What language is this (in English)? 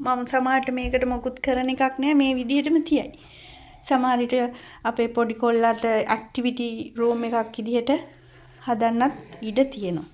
Sinhala